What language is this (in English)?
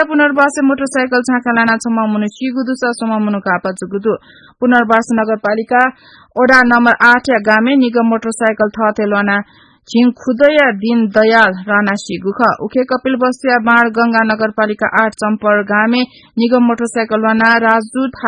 Newari